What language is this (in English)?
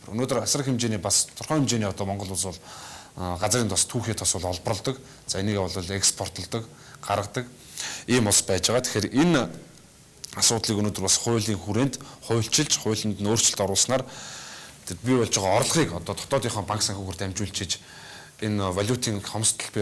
Mongolian